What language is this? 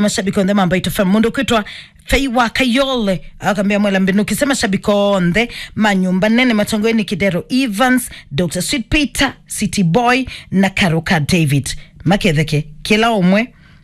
Kamba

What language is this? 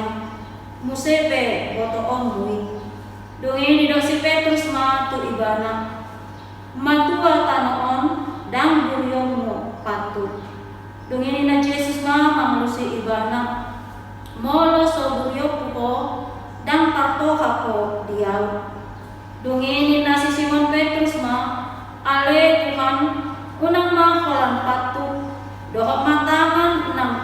Batak Toba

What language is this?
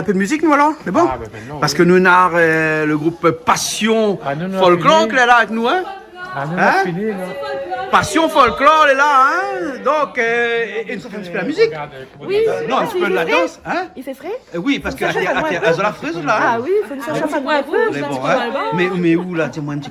Réunion Creole French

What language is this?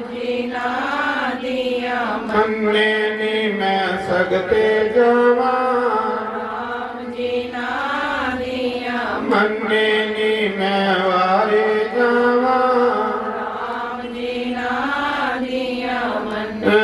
Dogri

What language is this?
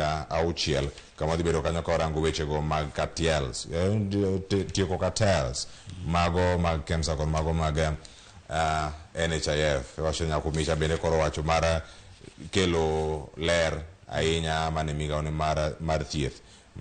Luo (Kenya and Tanzania)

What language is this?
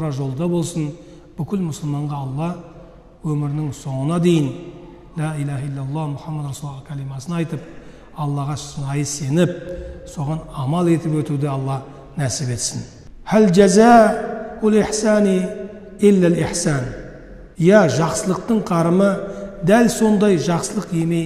Kazakh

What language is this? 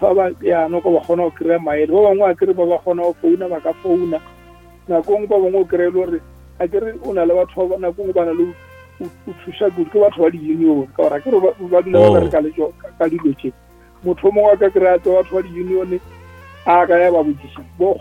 Northern Sotho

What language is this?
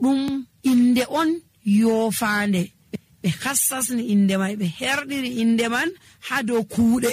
Nigerian Fulfulde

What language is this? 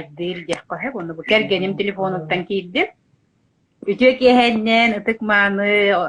Yakut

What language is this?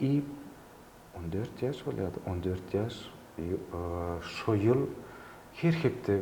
Turkmen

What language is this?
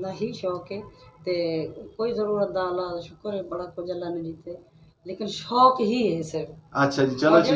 Saraiki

